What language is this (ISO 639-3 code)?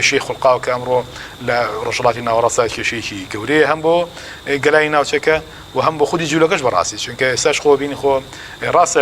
ckb